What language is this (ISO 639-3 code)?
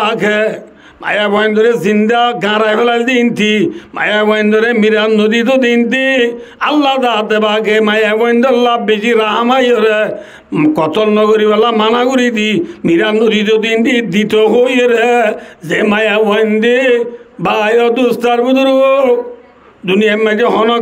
rhg